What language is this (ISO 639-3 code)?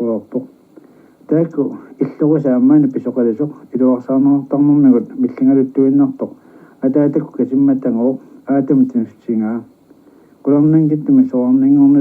kal